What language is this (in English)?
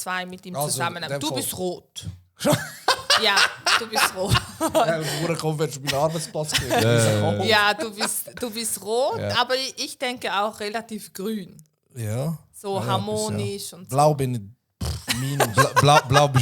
Swiss German